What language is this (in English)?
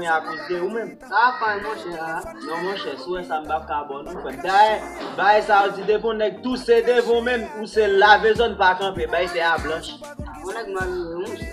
Haitian Creole